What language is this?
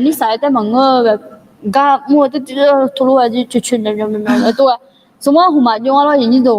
Akha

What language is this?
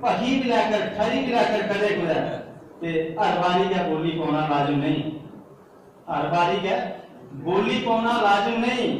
Dogri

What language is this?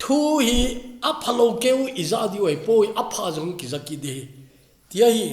Thado Chin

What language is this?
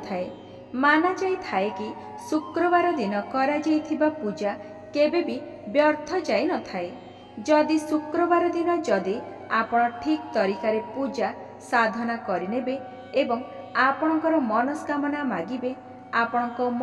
Odia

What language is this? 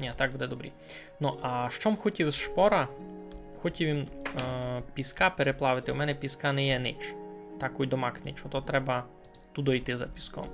Rusyn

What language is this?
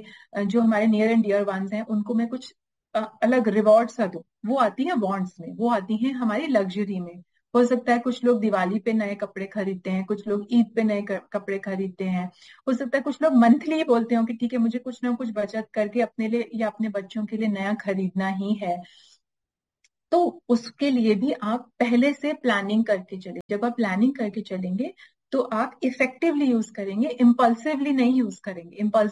Hindi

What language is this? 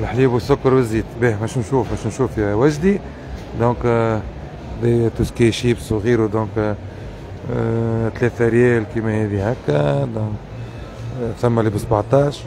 Tunisian Arabic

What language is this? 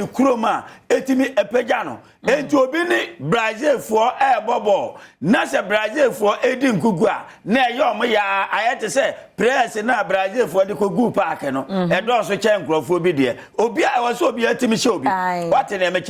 Akan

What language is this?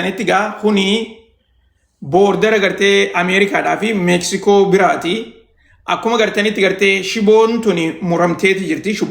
Oromo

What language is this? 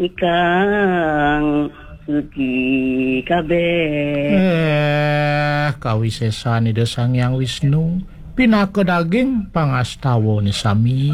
Balinese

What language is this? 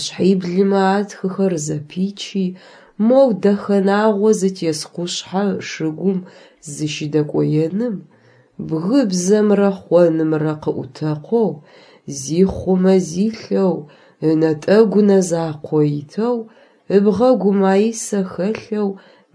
Adyghe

